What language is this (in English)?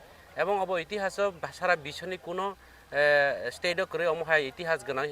Kok Borok